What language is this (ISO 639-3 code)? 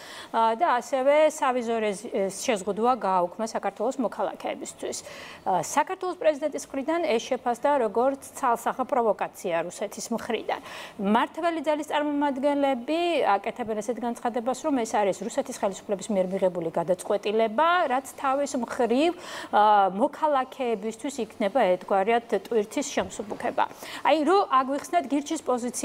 kat